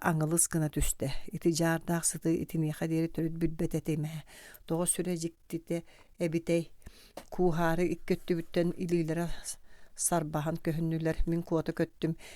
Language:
Yakut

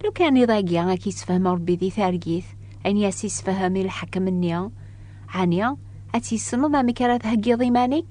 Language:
Kabyle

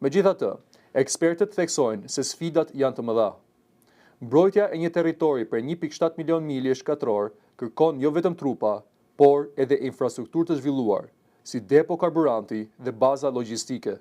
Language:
Albanian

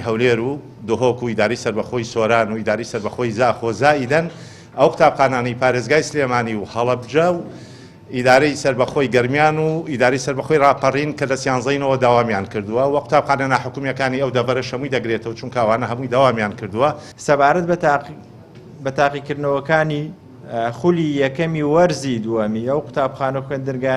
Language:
Central Kurdish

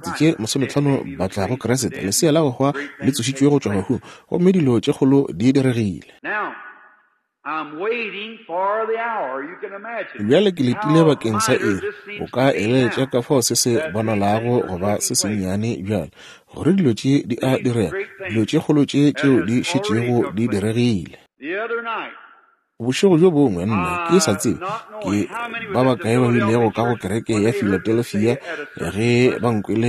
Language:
Northern Sotho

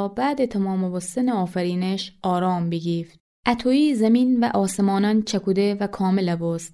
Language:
Gilaki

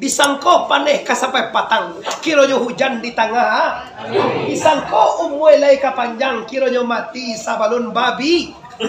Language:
Minangkabau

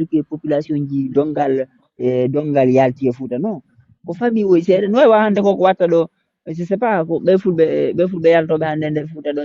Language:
Fula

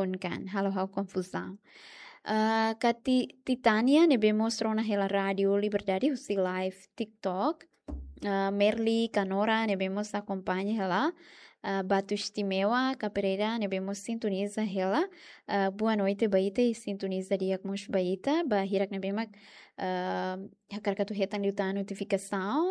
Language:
Tetum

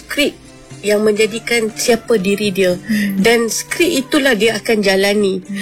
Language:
Malay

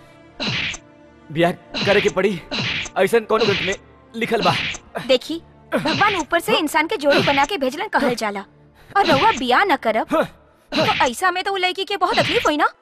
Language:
Bhojpuri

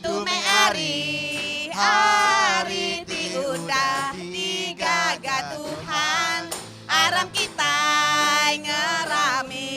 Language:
Iban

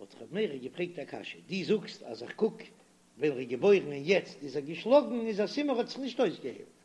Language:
Yiddish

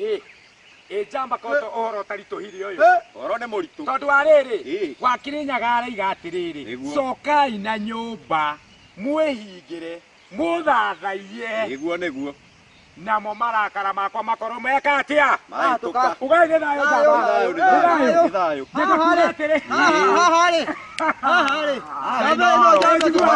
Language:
Kikuyu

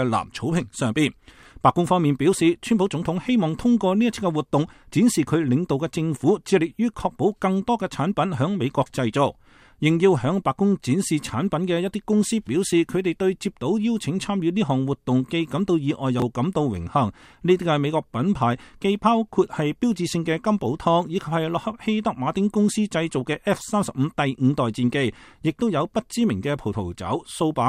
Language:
Cantonese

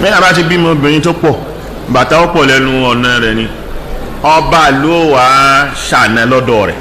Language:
Yoruba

